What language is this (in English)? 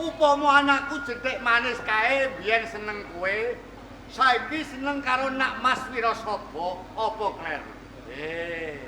Javanese